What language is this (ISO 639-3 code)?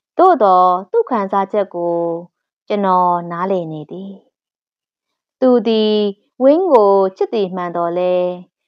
mya